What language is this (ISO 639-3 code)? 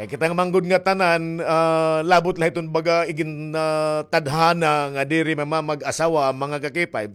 war